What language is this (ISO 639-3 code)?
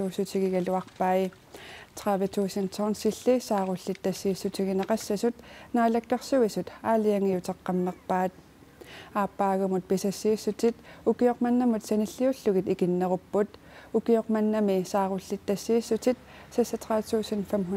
kal